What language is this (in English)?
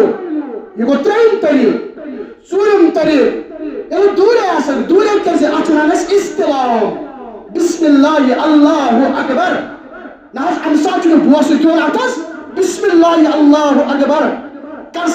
Kashmiri